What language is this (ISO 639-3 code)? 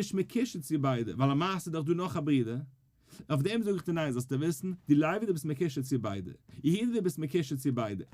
yid